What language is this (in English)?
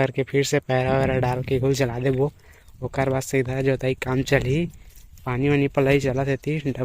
Chhattisgarhi